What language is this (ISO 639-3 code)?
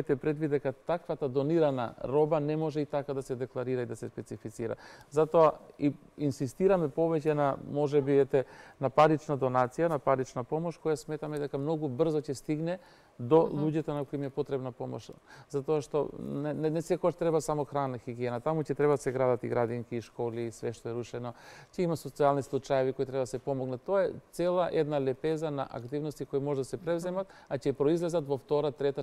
mkd